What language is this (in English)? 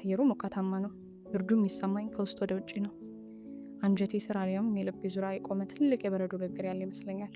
Amharic